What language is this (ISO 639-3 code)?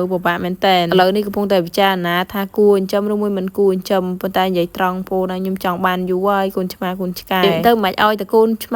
khm